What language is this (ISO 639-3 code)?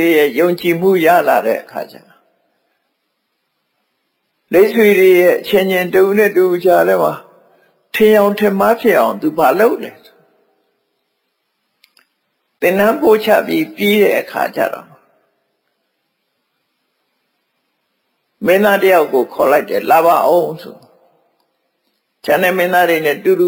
mya